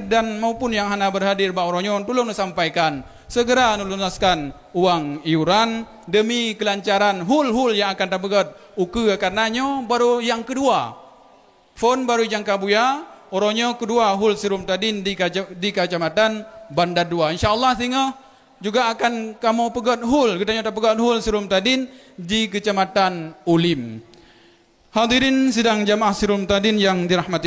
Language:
Achinese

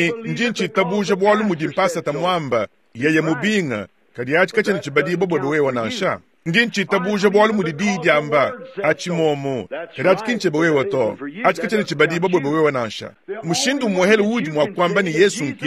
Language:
Luba-Lulua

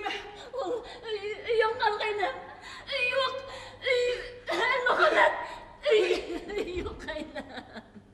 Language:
Bashkir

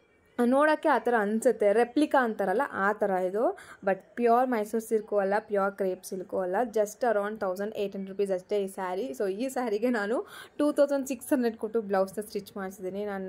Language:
Kannada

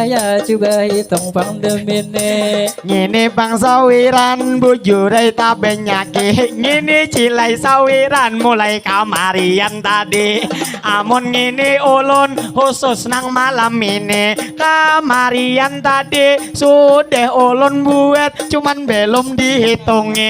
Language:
Banjar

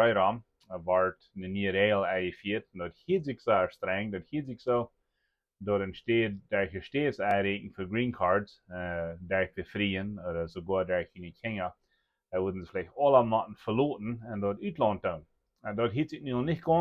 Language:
Plautdietsch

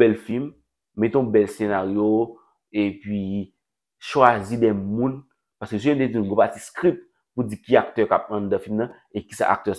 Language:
Haitian Creole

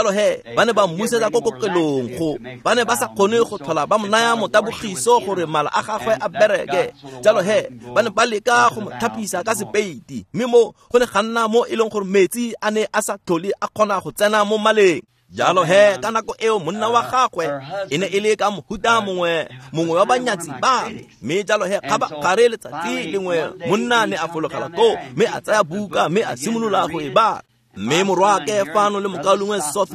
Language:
Tswana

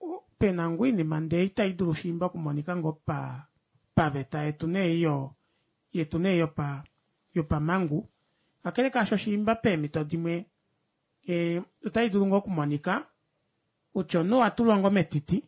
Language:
Kuanyama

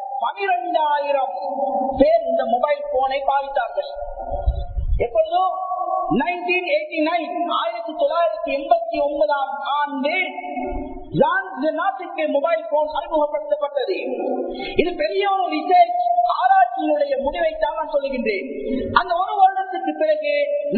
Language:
Tamil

